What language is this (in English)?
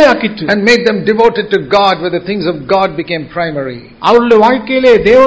Tamil